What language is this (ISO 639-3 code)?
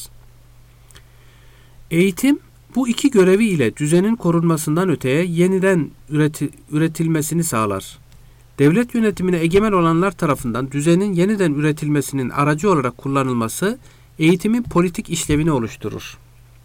tur